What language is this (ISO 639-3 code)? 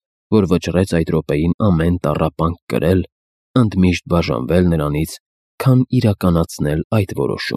hye